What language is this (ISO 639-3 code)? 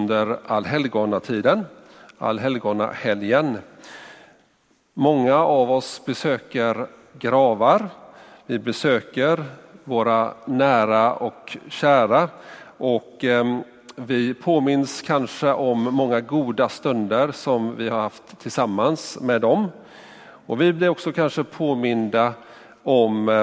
swe